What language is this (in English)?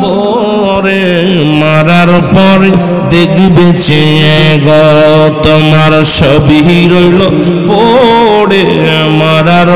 Bangla